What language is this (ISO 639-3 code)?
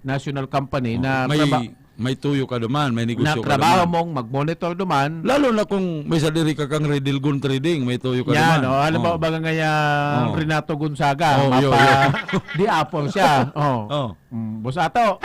bik